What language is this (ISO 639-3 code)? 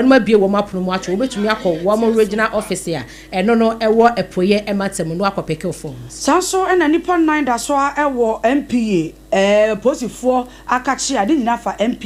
aka